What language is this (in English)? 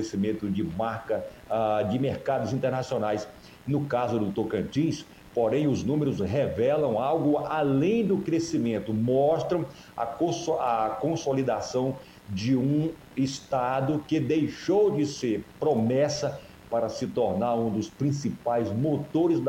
Portuguese